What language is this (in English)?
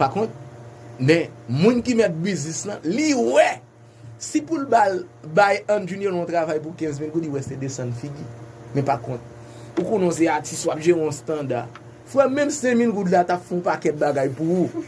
Haitian Creole